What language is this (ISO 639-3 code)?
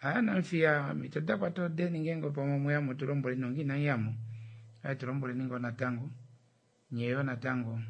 kua